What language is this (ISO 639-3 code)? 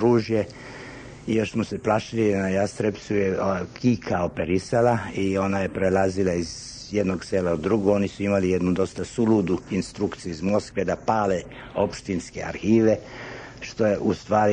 srp